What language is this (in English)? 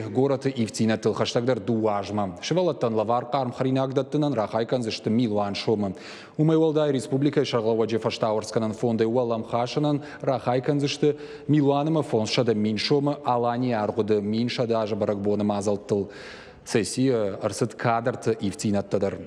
Ossetic